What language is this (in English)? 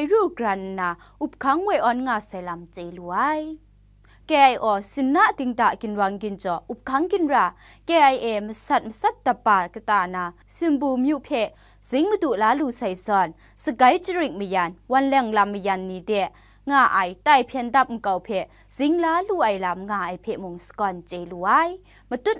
Kachin